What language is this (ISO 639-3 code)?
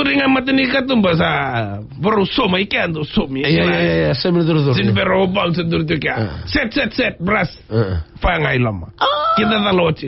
fij